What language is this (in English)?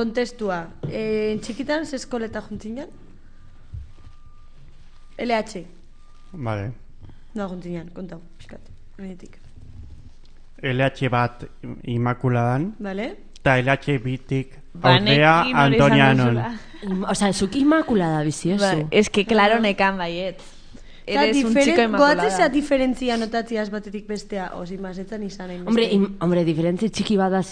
Basque